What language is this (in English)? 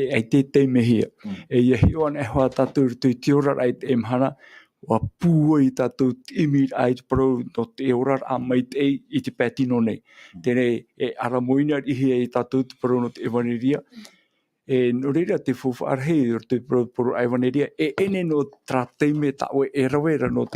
Tahitian